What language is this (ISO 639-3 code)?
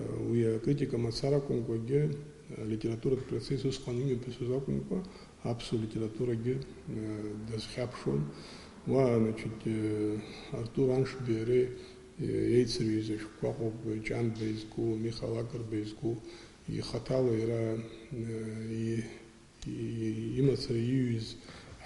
abk